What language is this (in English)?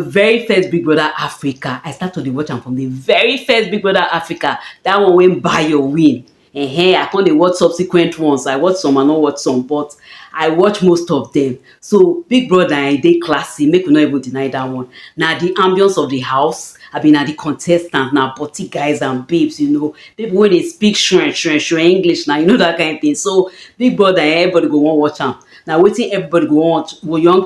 Nigerian Pidgin